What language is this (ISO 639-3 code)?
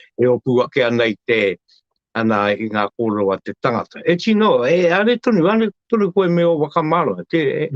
mri